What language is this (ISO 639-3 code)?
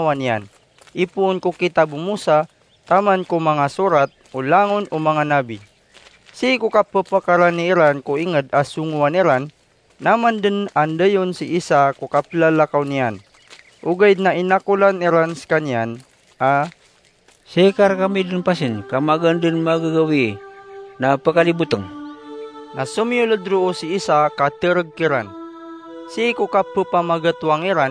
mrw